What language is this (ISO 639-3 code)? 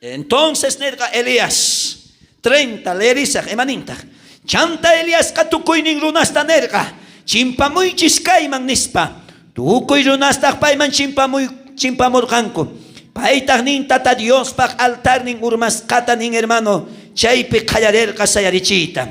quh